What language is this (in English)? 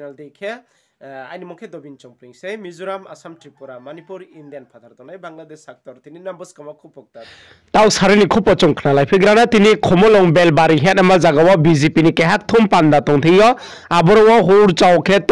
Riang (India)